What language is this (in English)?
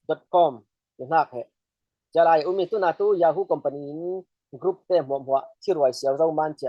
Falam Chin